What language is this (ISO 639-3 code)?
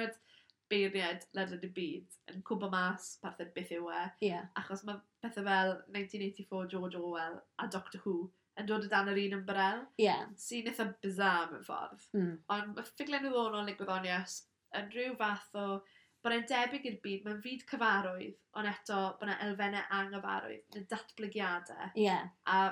cym